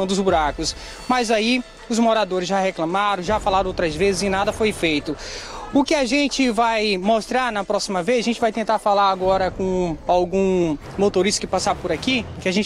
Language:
Portuguese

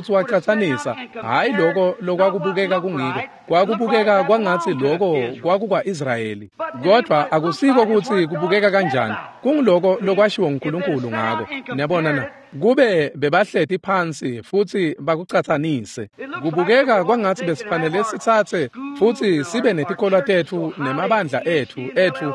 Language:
Swati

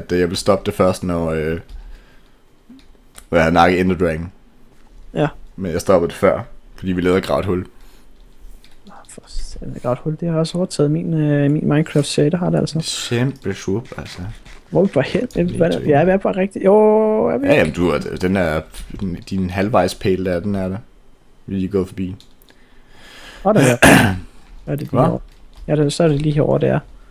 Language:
Danish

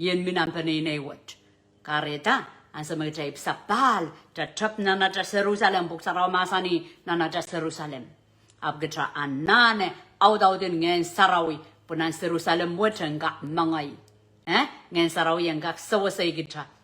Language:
Pohnpeian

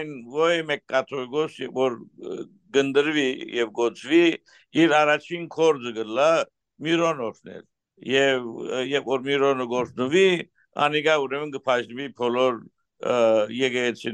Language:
Western Armenian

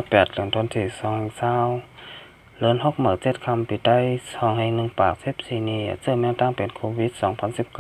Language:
Shan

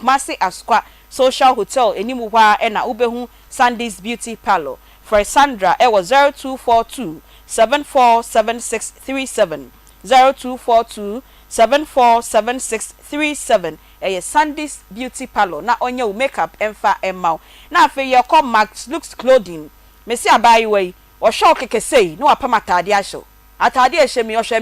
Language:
Akan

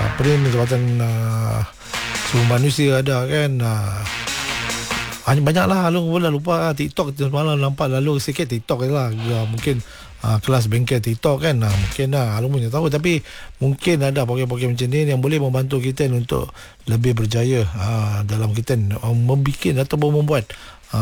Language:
Malay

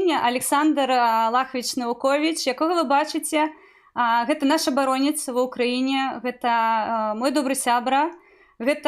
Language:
Belarusian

